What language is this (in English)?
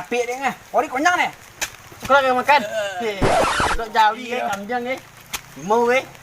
Minangkabau